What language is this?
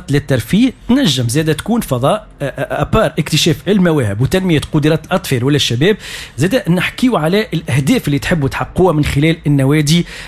Tunisian Arabic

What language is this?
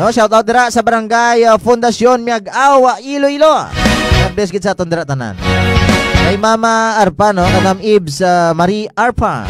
Hiligaynon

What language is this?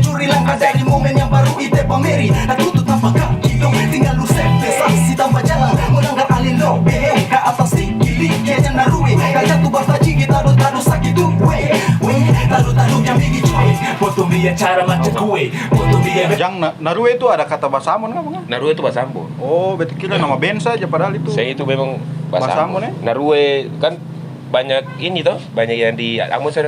Ambonese Malay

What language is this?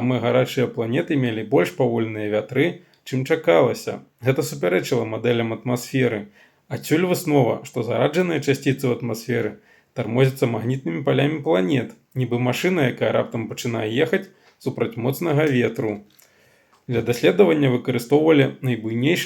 Belarusian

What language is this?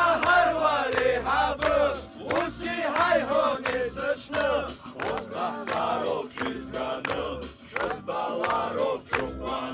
Abkhazian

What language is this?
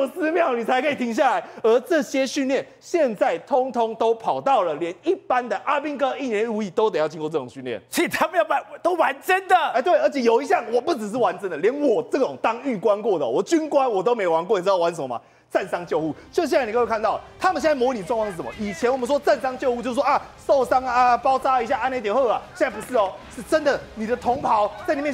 Chinese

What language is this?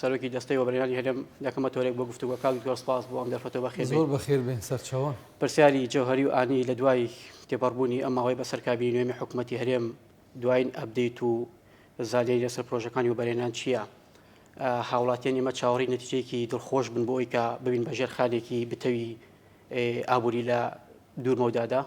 Central Kurdish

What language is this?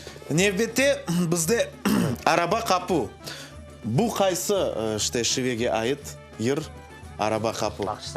Crimean Tatar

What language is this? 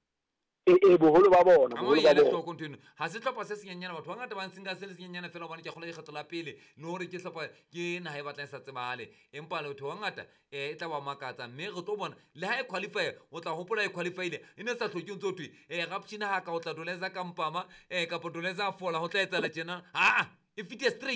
Southern Sotho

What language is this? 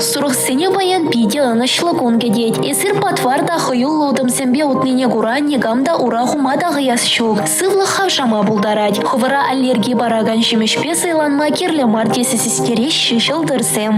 Chuvash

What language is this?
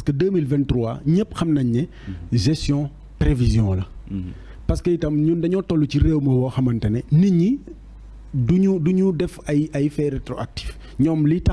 Wolof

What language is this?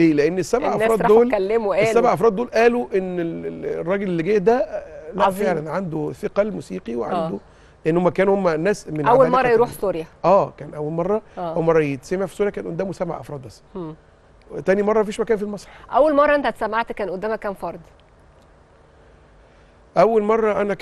Egyptian Arabic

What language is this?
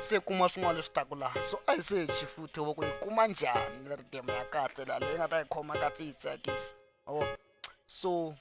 Tsonga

